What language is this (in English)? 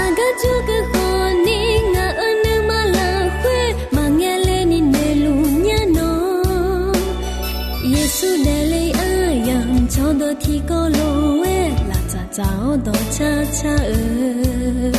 Akha